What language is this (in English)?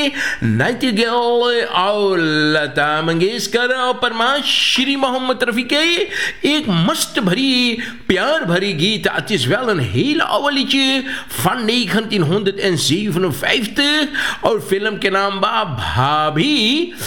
Hindi